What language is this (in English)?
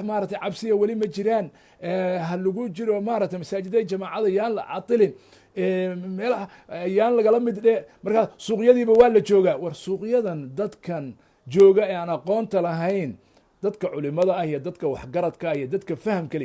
Somali